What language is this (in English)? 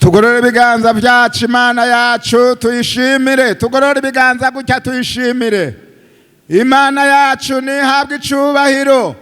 Rundi